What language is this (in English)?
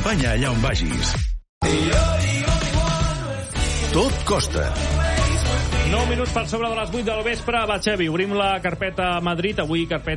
Catalan